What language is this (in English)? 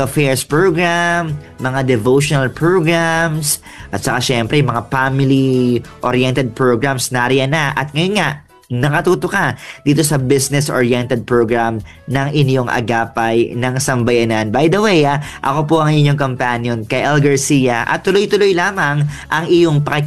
Filipino